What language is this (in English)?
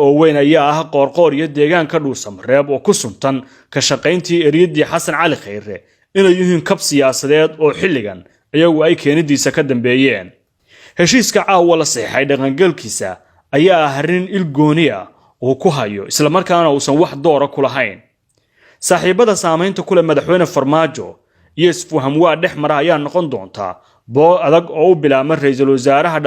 Somali